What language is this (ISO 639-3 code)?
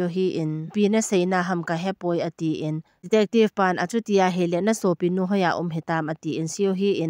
tcz